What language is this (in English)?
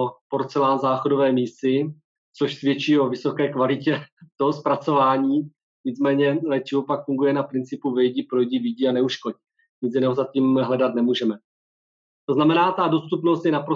Czech